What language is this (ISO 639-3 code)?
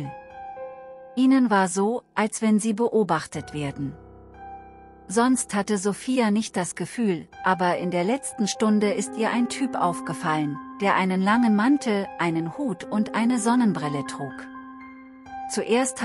deu